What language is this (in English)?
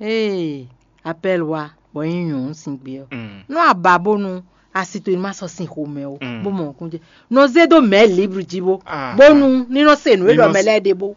Fon